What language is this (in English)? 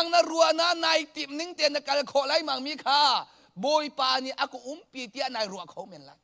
Hakha Chin